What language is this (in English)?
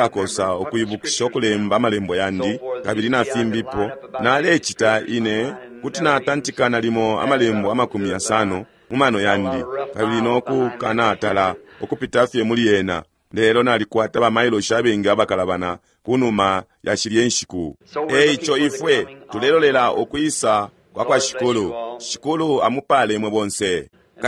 Bemba